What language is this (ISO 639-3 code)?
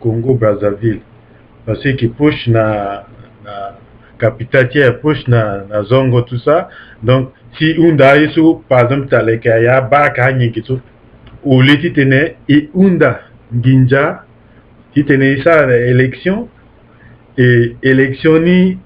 sag